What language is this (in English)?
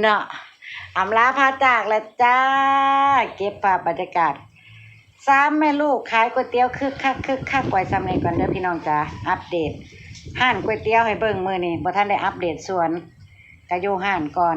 Northeastern Thai